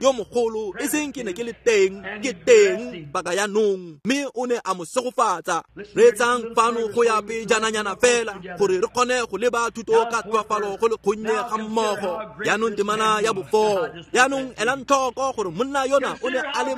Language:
Tswana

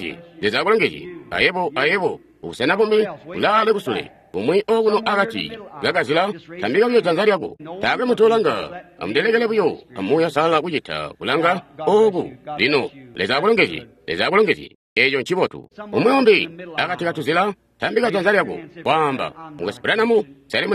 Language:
Tonga (Zambia)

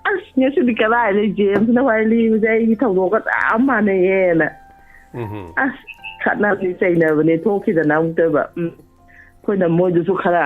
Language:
Manipuri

